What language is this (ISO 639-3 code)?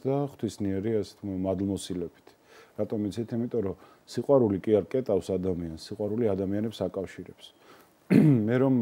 kat